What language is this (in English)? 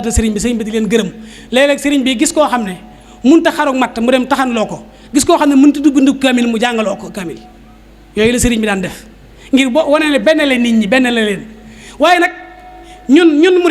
Wolof